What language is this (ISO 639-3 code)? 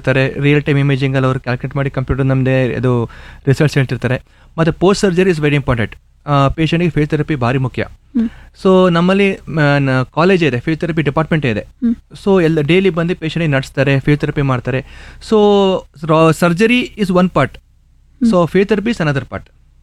kan